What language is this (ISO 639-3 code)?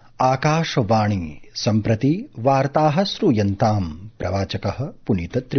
san